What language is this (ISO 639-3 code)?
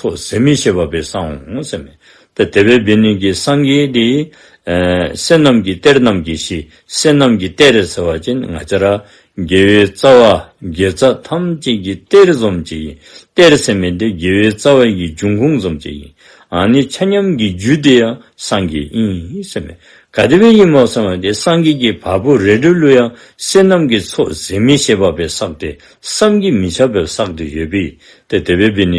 dzo